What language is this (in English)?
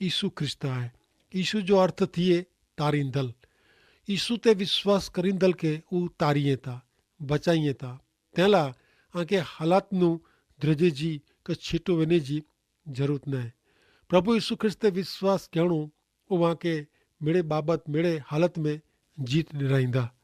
Kachhi